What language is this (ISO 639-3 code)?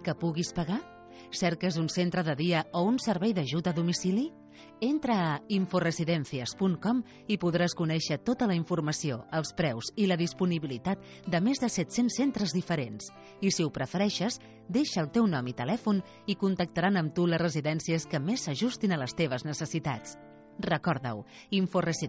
cat